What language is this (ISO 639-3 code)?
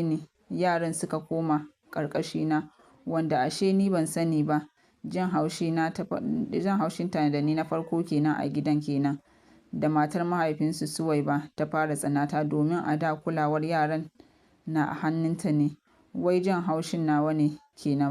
hau